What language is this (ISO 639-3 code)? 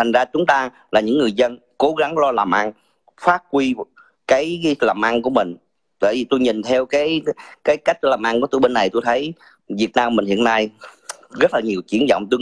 vie